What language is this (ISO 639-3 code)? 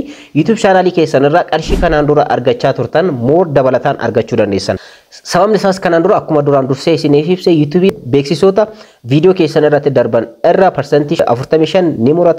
orm